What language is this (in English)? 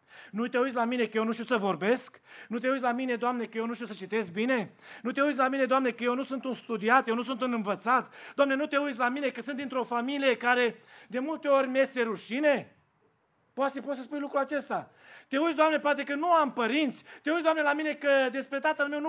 Romanian